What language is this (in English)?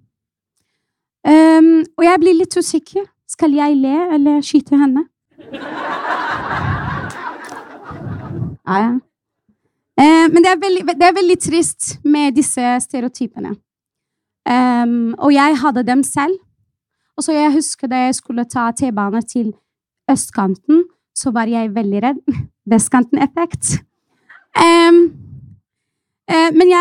Norwegian